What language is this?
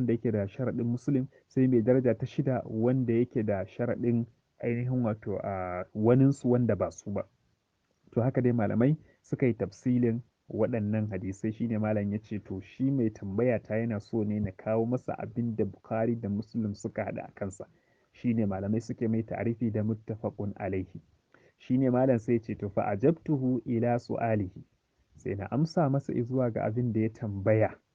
Hausa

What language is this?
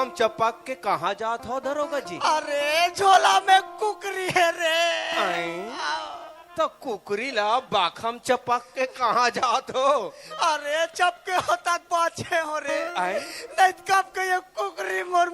Chhattisgarhi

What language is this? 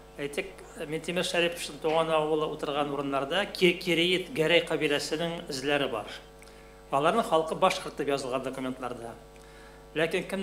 Tatar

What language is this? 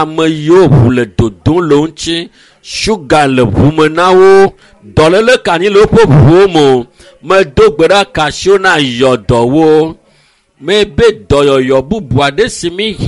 Ewe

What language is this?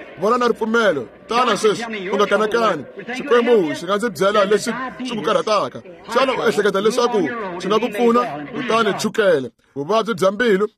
Tsonga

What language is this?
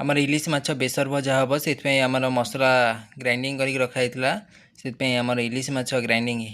Odia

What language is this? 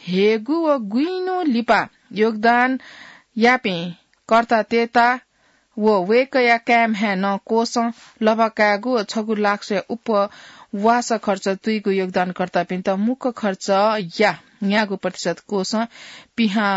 Newari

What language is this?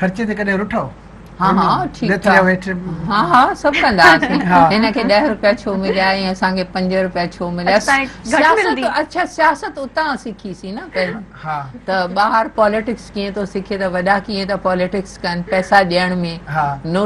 Sindhi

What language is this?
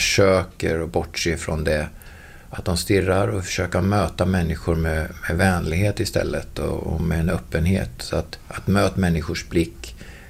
Swedish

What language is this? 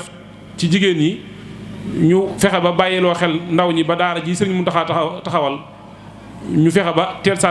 Wolof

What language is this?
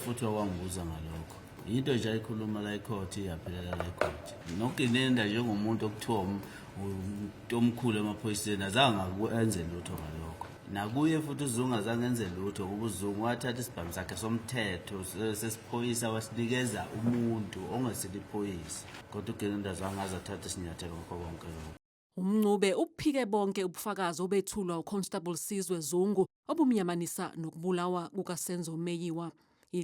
Zulu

